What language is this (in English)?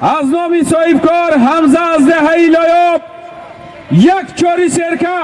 Tajik